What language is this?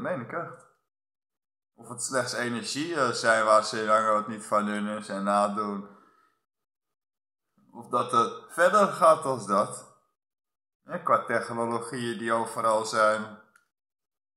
Dutch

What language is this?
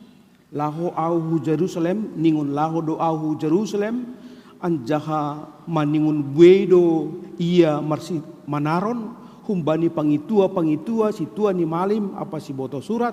Batak Simalungun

